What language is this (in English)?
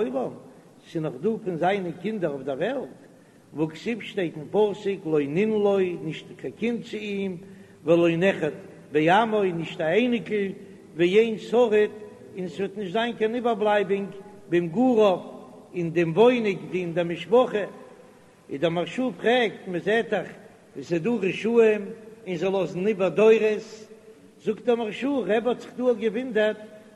Yiddish